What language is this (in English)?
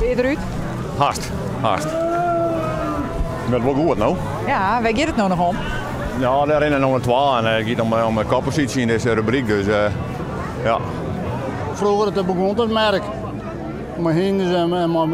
Western Frisian